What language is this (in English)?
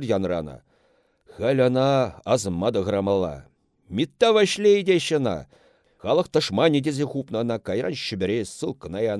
Chuvash